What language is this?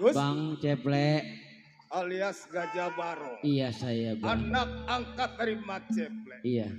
Betawi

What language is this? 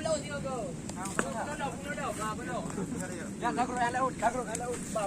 Achinese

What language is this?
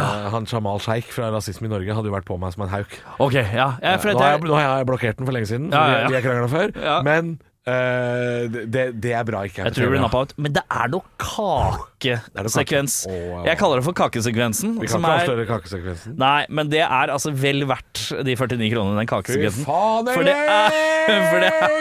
Norwegian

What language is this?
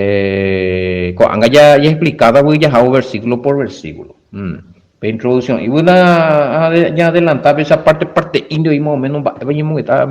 Guarani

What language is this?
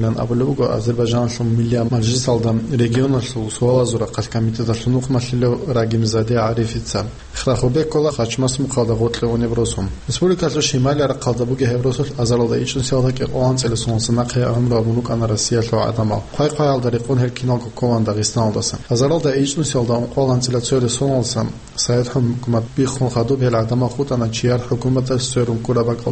Avaric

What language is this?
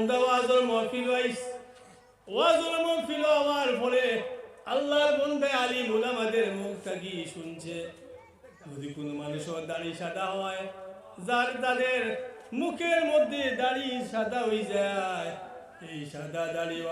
Sylheti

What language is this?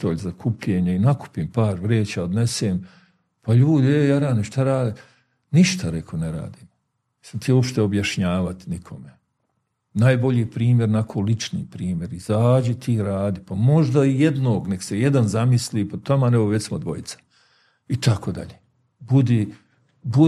Bosnian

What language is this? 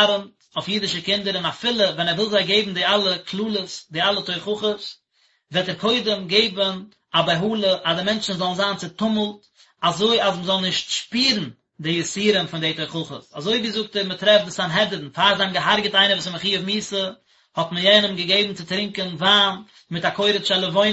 Yiddish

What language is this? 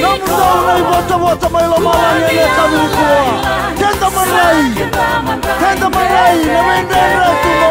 Fijian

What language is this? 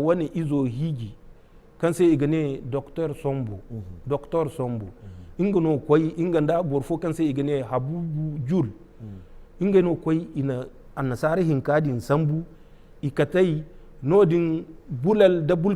Zarma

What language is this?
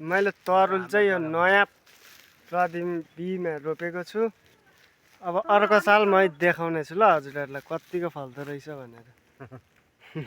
Nepali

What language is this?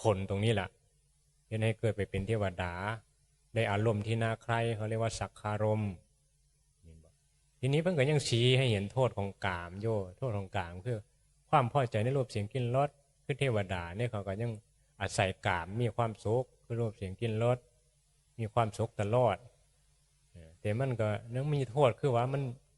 Northeastern Thai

